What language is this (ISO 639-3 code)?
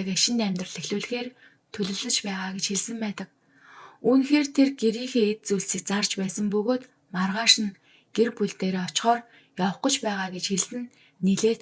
mon